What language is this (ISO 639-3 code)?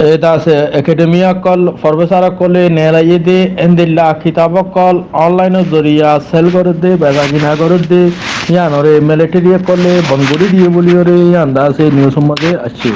rhg